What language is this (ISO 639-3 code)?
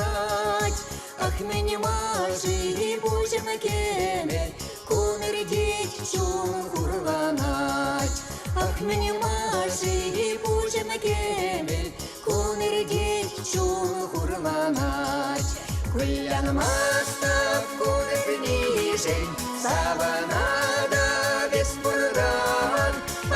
chv